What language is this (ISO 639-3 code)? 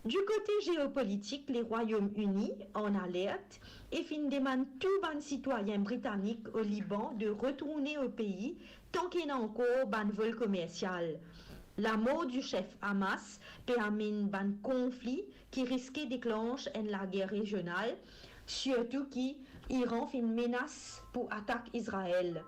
mfe